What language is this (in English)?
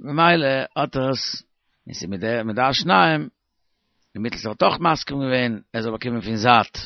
Yiddish